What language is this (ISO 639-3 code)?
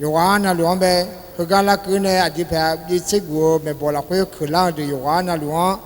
ahk